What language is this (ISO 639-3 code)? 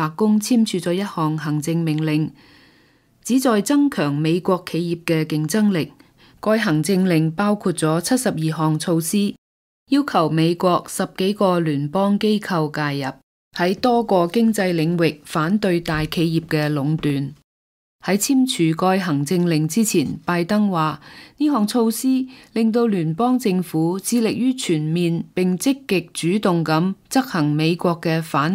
yue